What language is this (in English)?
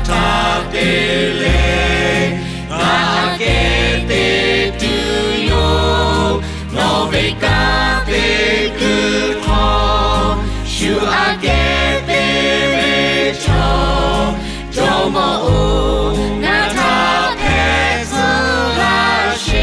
Lahu